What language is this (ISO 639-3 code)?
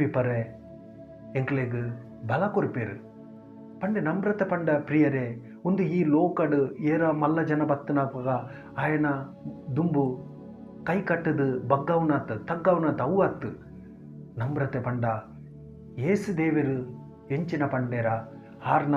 tcy